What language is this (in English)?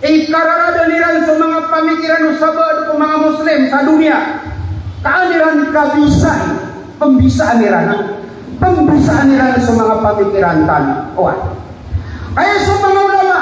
Maranao